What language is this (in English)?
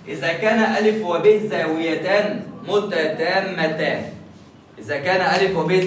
Egyptian Arabic